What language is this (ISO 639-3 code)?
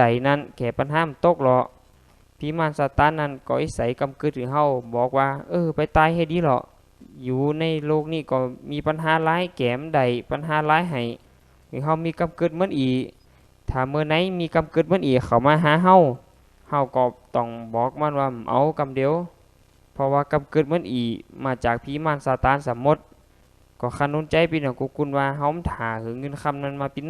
lao